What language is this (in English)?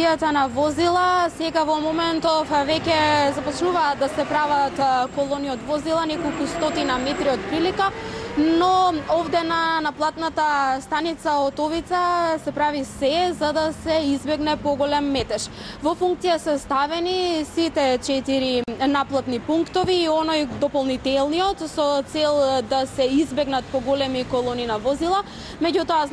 Macedonian